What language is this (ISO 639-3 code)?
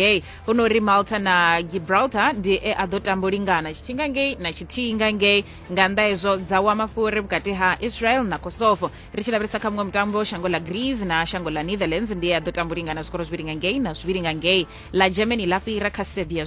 ven